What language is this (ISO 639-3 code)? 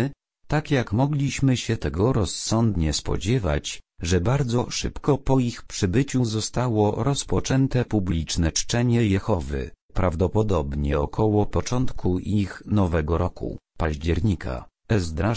pol